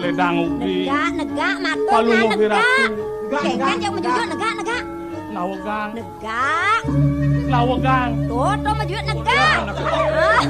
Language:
Balinese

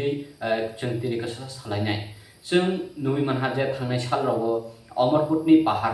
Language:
Kok Borok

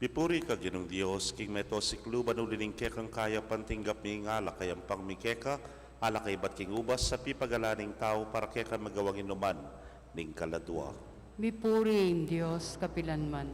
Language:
Pampanga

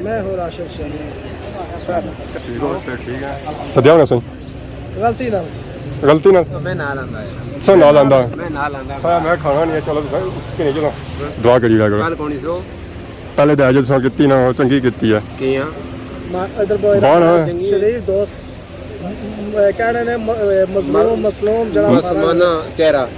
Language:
Pahari-Potwari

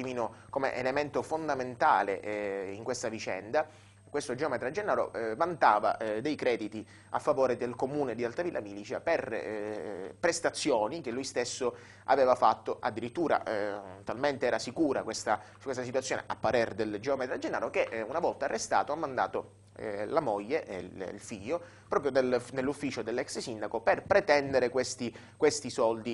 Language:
Italian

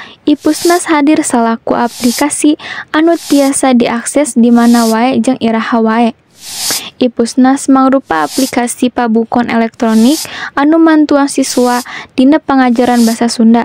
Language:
Sundanese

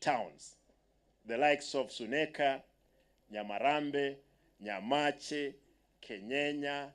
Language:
Gusii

